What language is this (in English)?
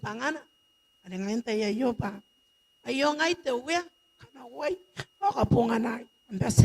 Gilbertese